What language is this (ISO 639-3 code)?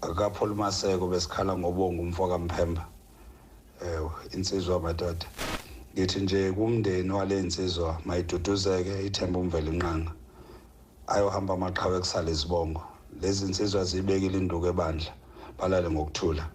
zul